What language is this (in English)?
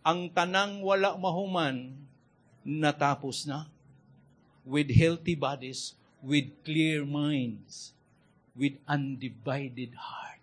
Cebuano